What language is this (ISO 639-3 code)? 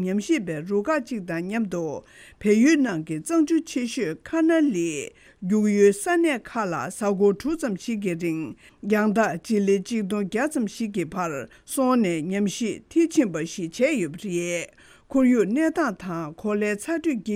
bod